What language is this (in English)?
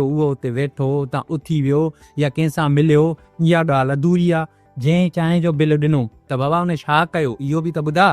Sindhi